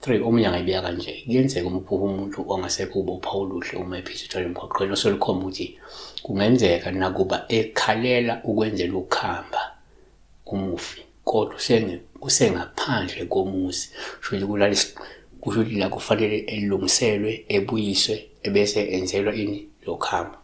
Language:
Zulu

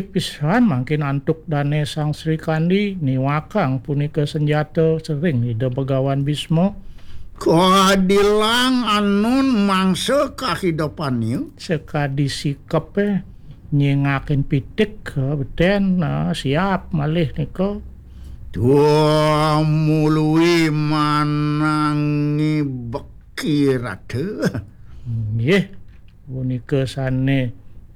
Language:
Balinese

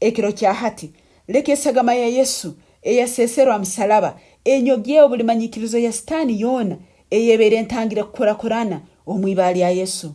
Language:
Nyankole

